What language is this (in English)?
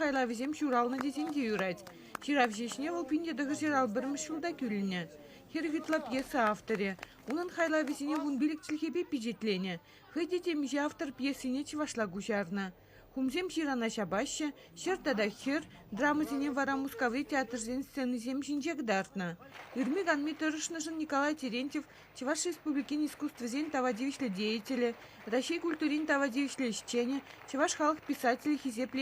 Chuvash